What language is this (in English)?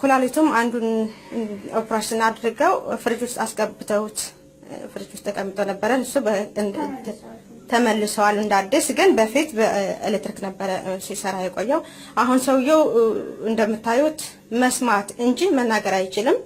Amharic